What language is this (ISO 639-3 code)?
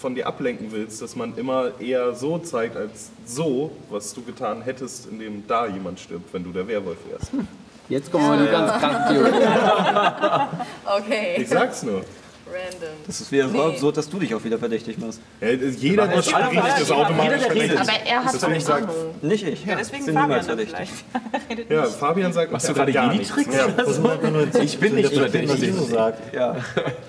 deu